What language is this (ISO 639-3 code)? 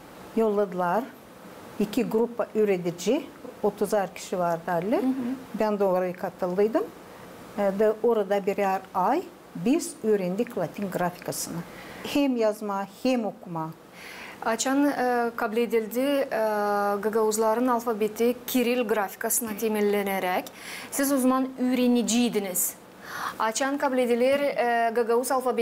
gag